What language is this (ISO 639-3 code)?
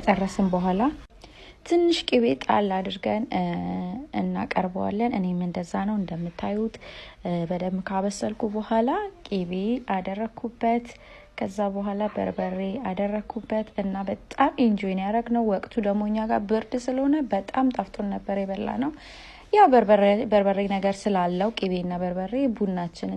amh